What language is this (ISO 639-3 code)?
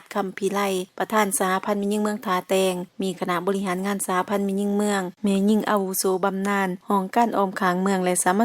lao